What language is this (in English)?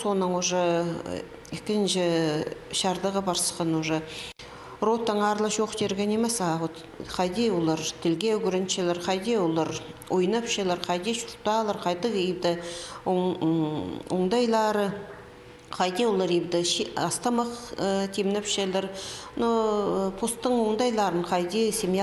Khakas